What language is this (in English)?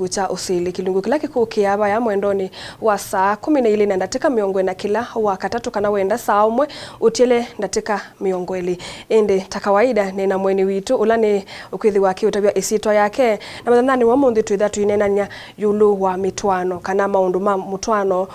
Kamba